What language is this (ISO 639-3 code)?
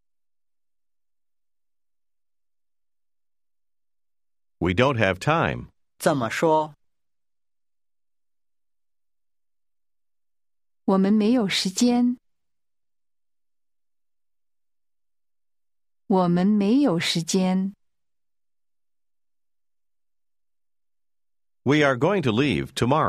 zho